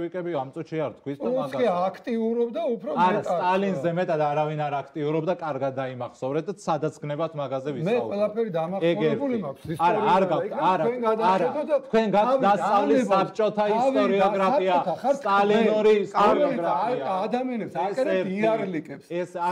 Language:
Georgian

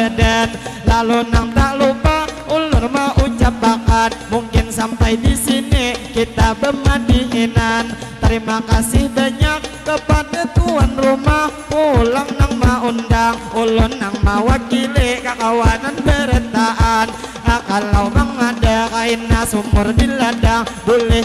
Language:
Banjar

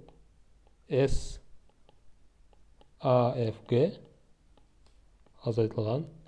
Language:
Kazakh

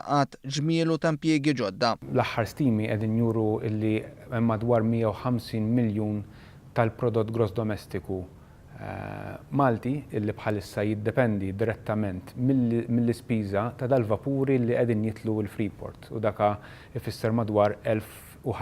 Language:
Maltese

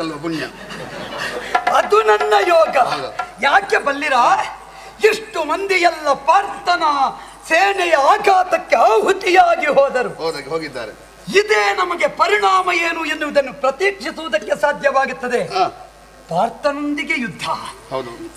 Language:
Kannada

